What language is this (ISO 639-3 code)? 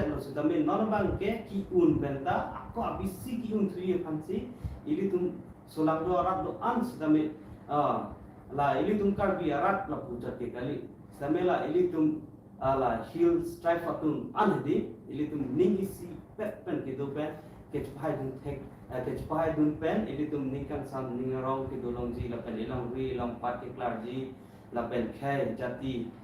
mjw